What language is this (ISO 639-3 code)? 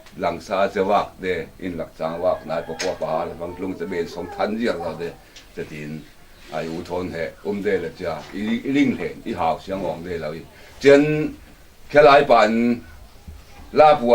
cfm